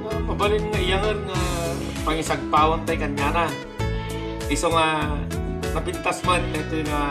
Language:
Iloko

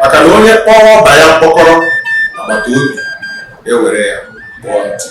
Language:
Igbo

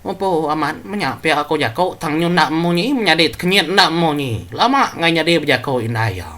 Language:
Iban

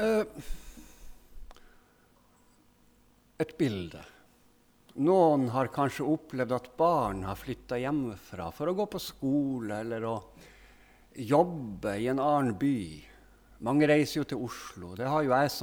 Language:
Norwegian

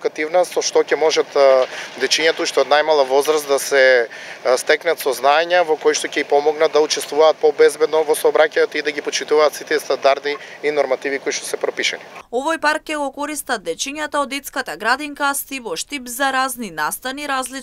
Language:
Macedonian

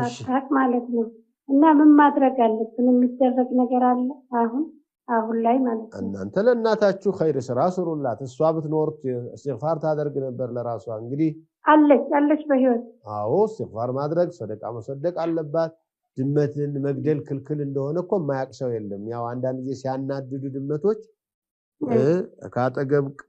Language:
Amharic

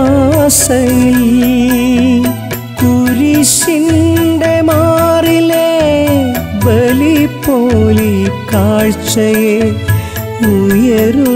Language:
Malayalam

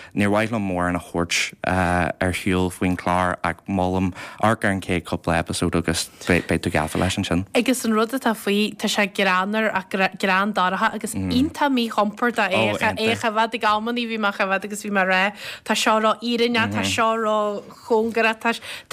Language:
Irish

